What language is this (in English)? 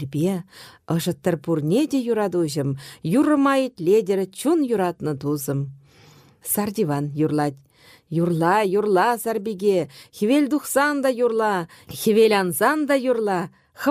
Chuvash